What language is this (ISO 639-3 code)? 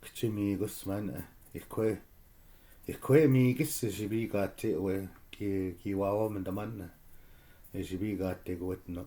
ciw